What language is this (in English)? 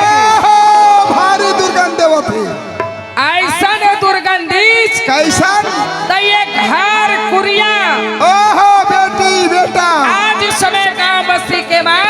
Chhattisgarhi